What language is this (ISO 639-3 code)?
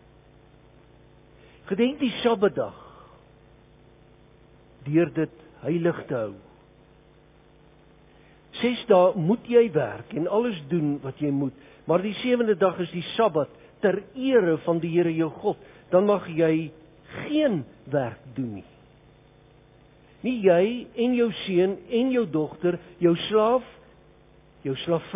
afr